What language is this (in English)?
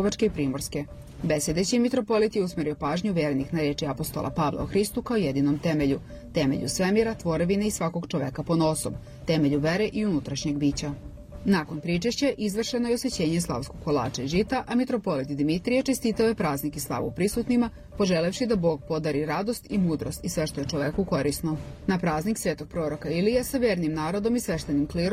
Serbian